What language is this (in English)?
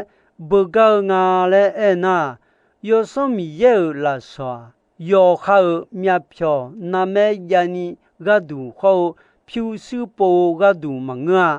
Akha